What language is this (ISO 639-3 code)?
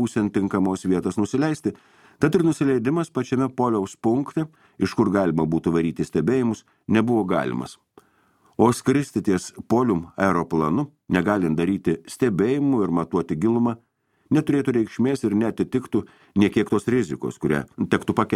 lit